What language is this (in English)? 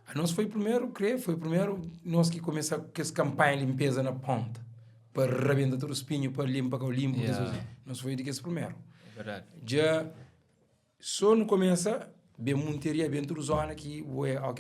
Kabuverdianu